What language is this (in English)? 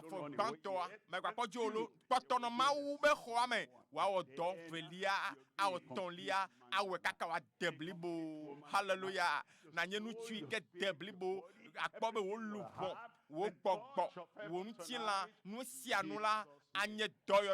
Ewe